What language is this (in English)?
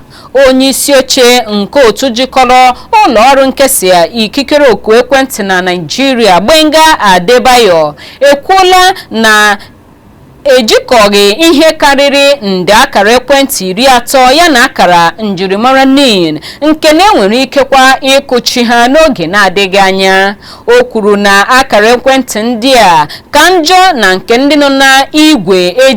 Igbo